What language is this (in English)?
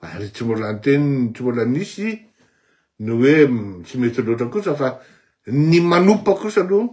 Malagasy